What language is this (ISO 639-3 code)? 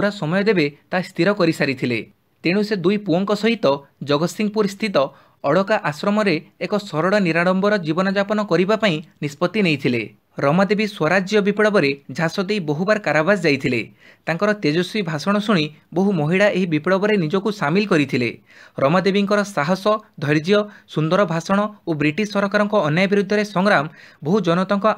ori